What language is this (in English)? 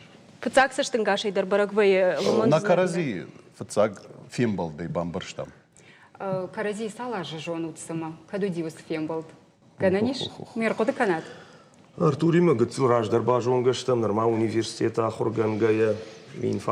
Ossetic